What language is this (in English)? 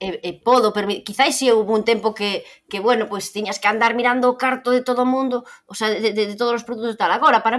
Galician